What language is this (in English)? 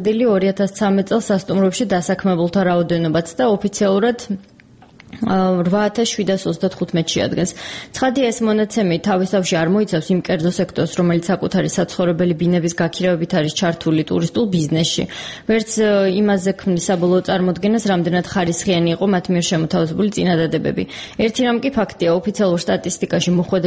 Georgian